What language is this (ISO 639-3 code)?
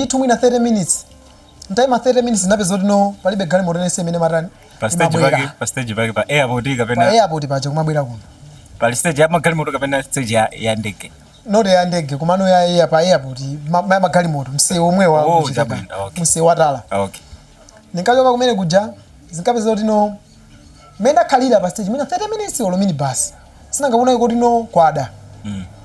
nya